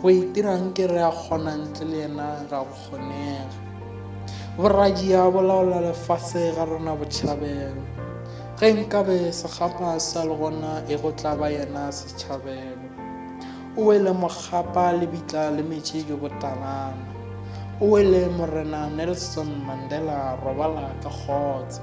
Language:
Northern Sotho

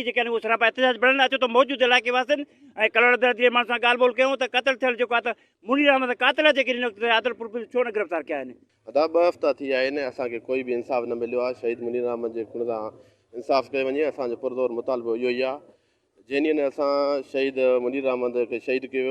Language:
Sindhi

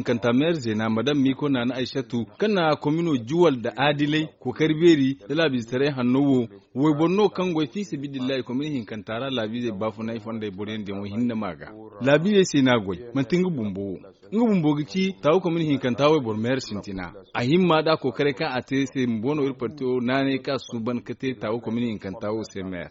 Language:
Zarma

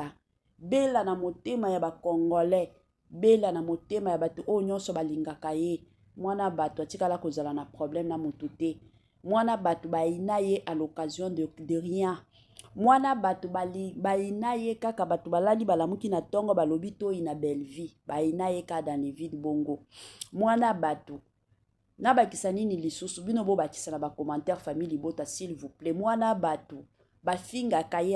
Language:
Lingala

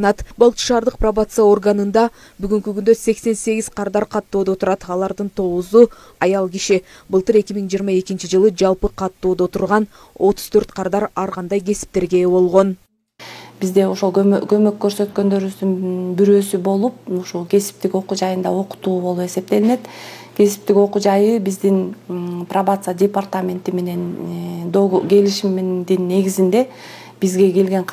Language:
Kyrgyz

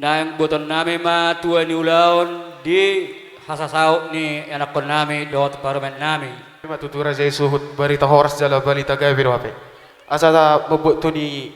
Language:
Batak Toba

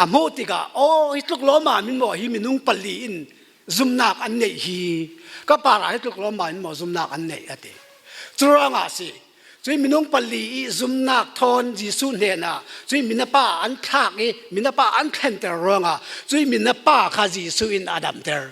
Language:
Falam Chin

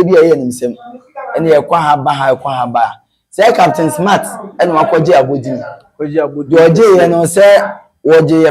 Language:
Akan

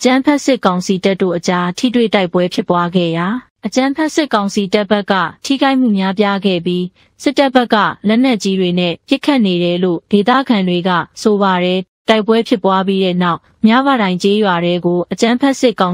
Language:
Burmese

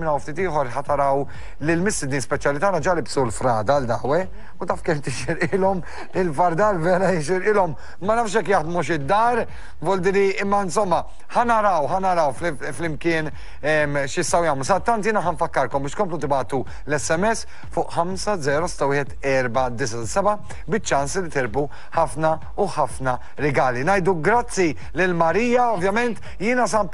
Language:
Maltese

